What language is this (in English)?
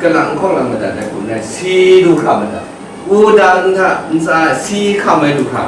Kachin